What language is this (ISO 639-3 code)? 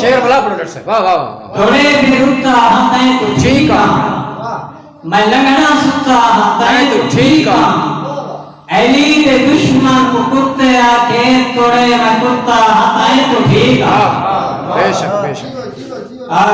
skr